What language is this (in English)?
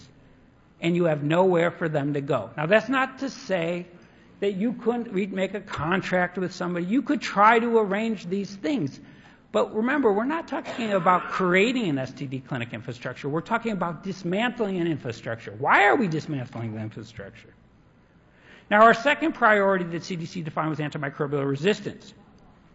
English